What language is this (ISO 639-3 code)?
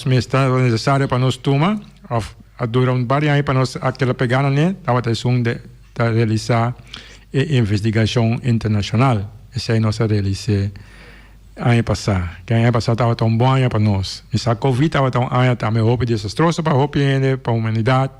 pap